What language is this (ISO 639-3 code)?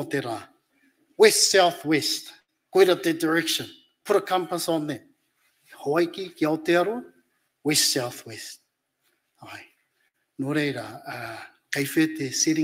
mri